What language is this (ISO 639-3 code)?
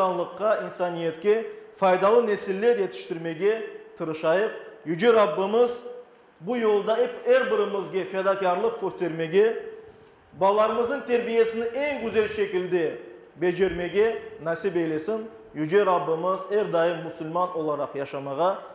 crh